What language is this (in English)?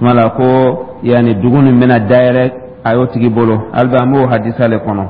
Dyula